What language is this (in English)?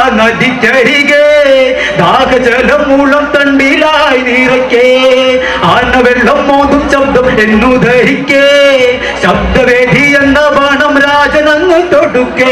Malayalam